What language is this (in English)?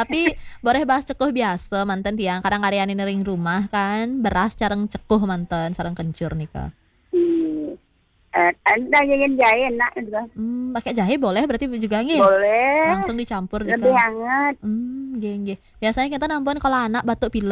Balinese